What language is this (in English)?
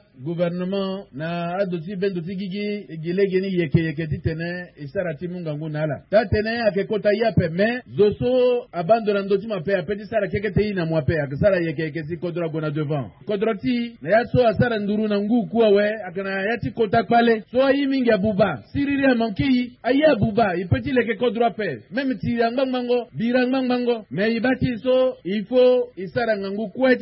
Sango